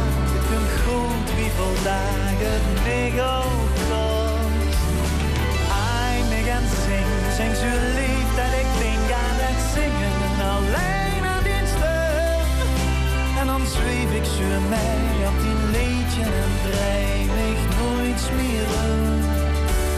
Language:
Dutch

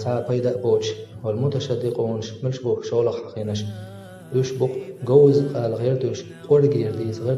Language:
Chechen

